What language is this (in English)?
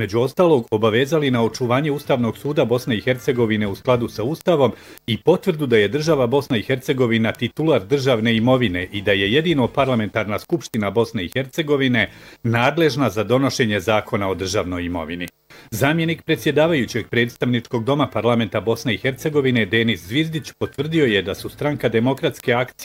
Bosnian